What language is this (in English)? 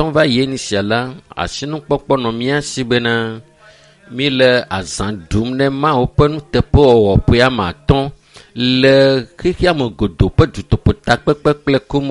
Ewe